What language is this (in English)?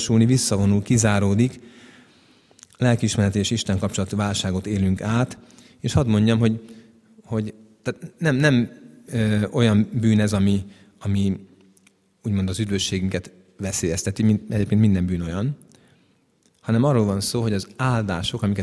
Hungarian